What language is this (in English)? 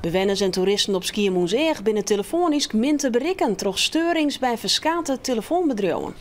Western Frisian